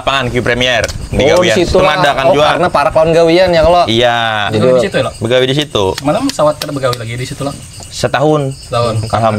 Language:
Banjar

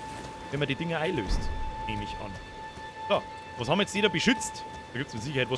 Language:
Bavarian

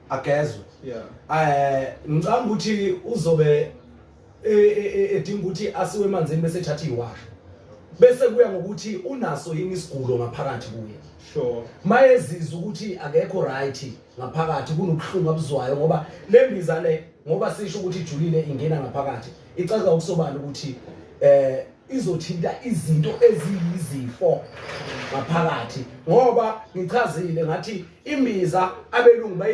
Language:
Zulu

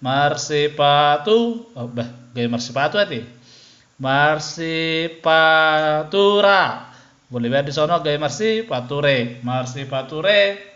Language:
Batak Toba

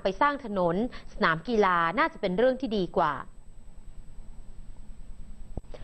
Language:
Thai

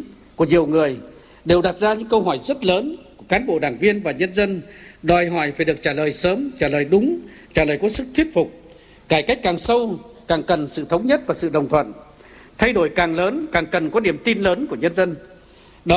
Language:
Vietnamese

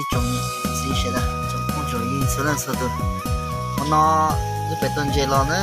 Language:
Hmong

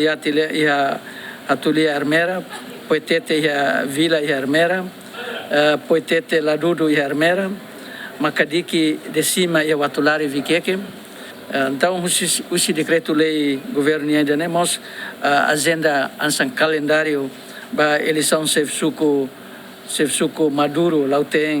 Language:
Tetum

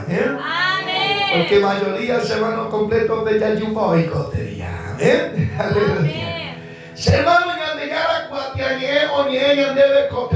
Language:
Guarani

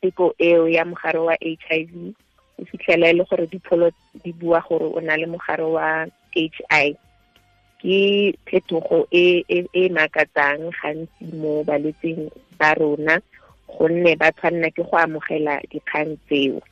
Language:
Tswana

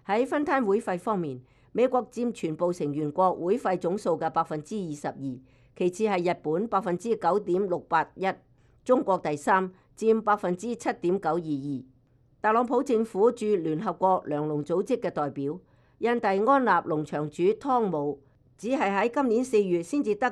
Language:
Cantonese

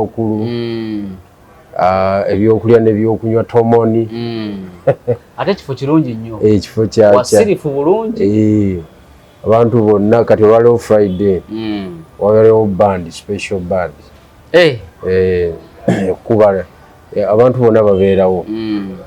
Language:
Ganda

